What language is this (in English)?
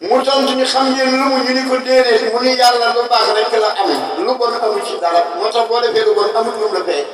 Wolof